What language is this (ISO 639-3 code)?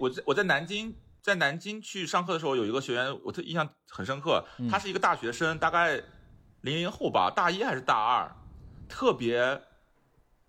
zho